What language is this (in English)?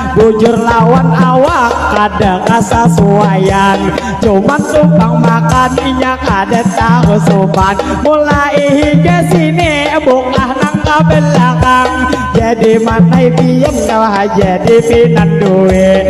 Banjar